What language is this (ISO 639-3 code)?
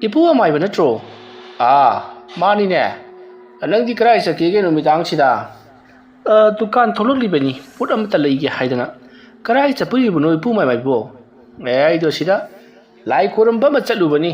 mni